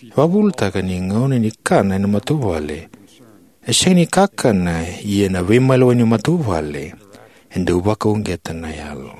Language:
Fijian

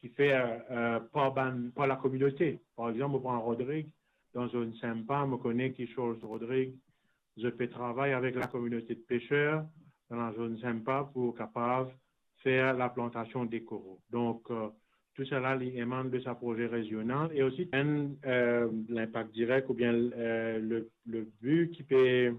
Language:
Morisyen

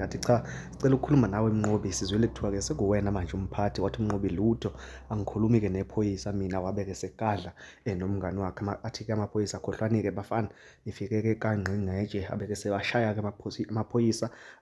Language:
Zulu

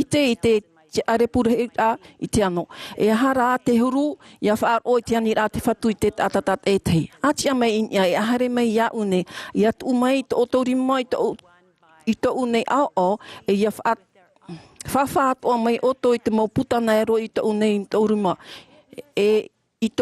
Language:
Tahitian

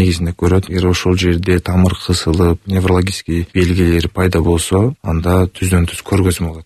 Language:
Kyrgyz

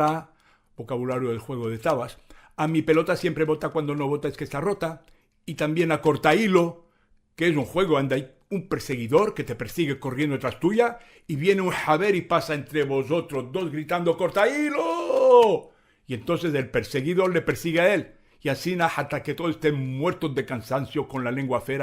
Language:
Ladino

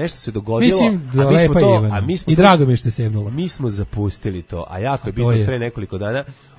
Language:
Serbian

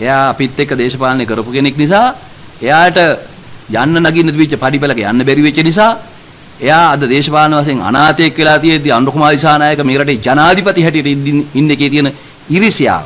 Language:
Sinhala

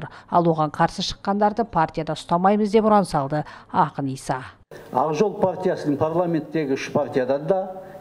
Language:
Kazakh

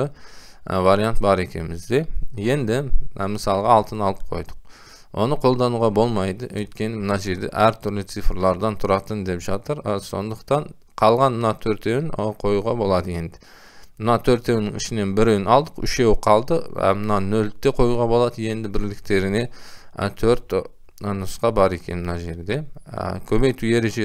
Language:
Kazakh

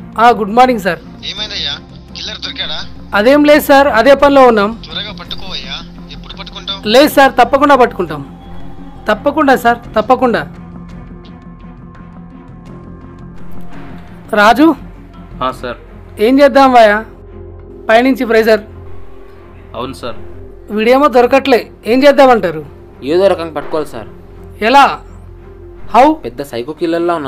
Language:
Telugu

